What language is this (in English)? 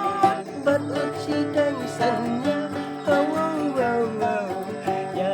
Khasi